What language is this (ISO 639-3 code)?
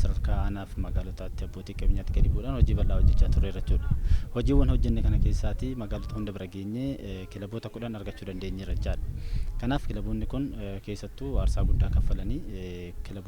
orm